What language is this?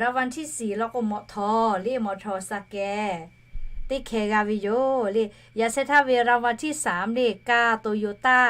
Lahu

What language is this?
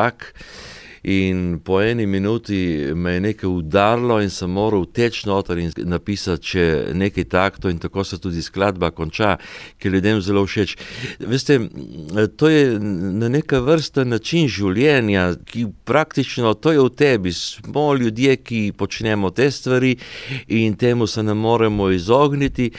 Slovenian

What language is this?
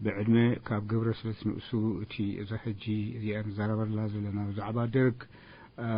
Tigrinya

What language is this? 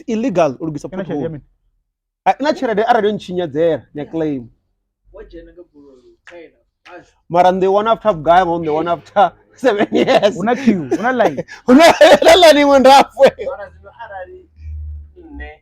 Venda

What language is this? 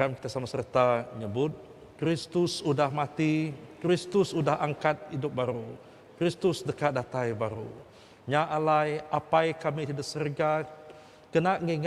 Iban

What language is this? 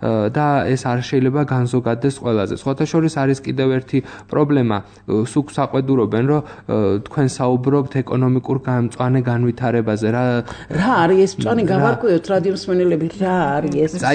Georgian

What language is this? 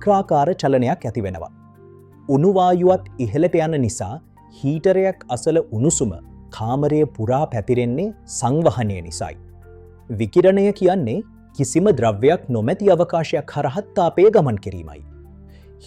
Sinhala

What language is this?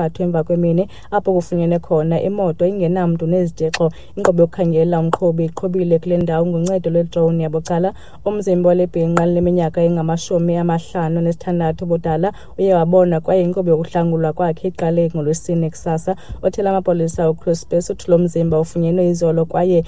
Xhosa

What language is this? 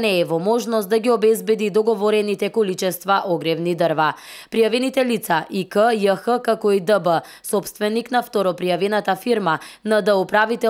Macedonian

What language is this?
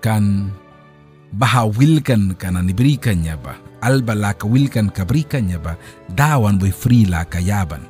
Mískito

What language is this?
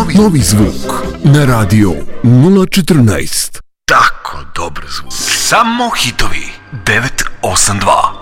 Serbian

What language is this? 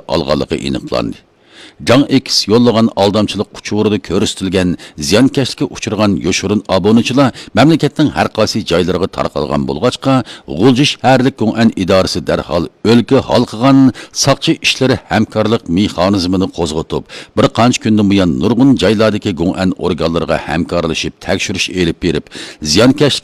Uyghur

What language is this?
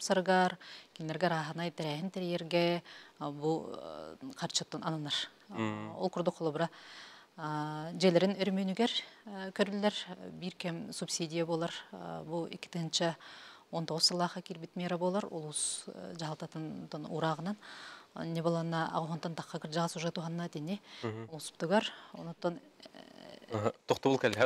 Yakut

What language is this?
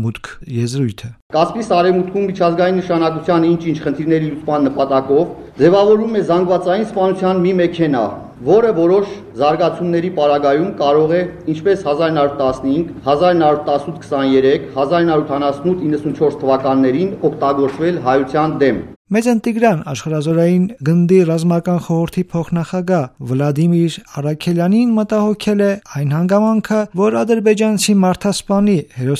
Armenian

